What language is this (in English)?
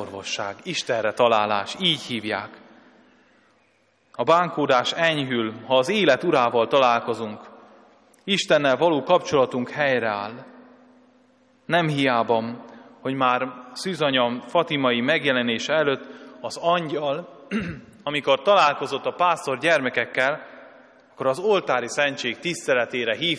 Hungarian